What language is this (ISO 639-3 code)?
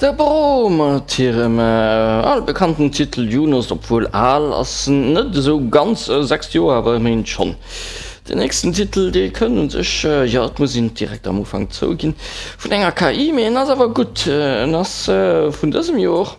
ltz